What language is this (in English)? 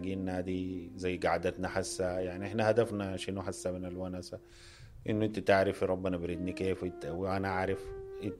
Sudanese Arabic